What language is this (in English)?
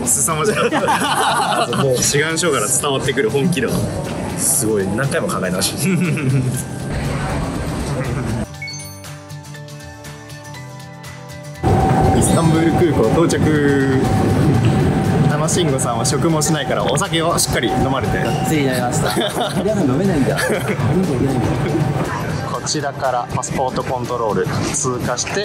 Japanese